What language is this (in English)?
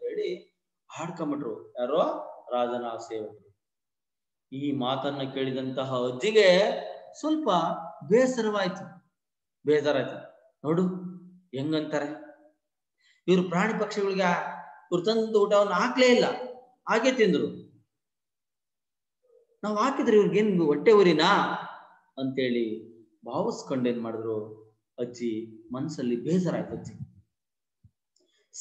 Kannada